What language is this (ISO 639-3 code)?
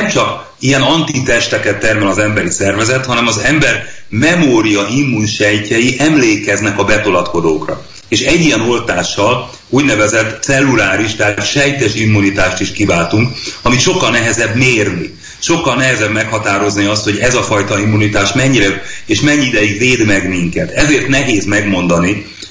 hun